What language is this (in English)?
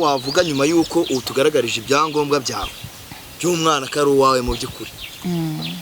Kinyarwanda